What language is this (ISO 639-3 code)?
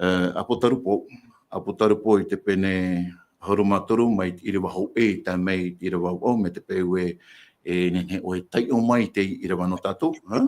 tah